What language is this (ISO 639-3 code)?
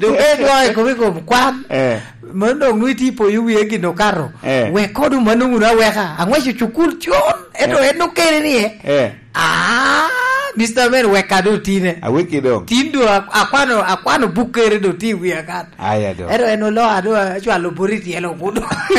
laj